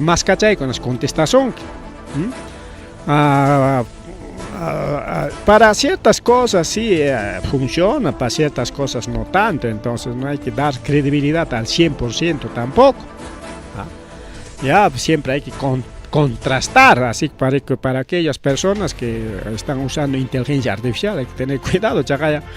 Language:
Ayacucho Quechua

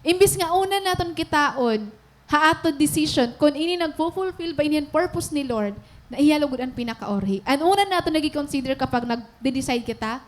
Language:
Waray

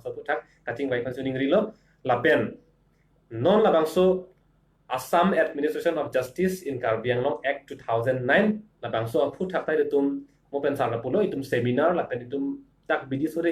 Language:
Karbi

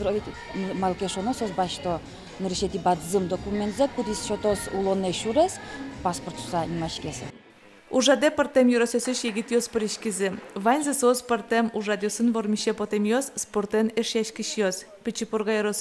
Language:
Udmurt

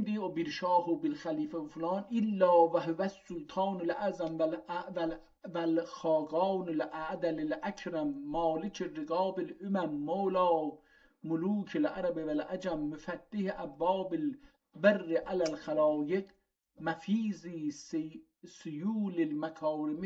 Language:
South Azerbaijani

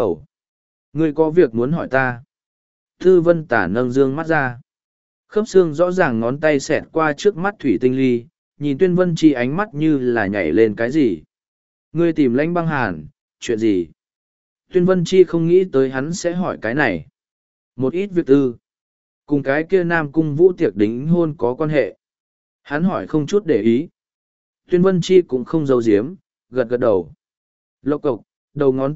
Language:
Vietnamese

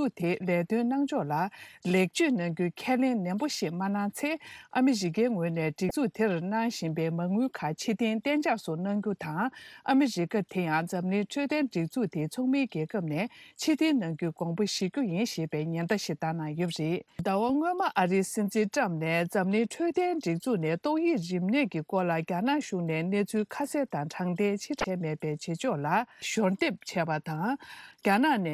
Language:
Tibetan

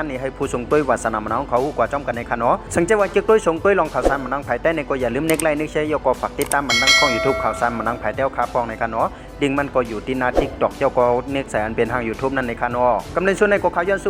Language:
Shan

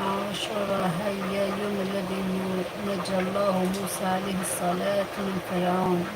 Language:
Algerian Arabic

